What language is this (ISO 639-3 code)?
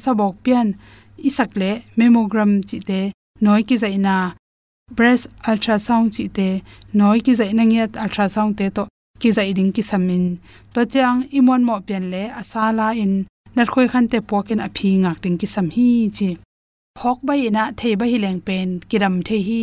ctd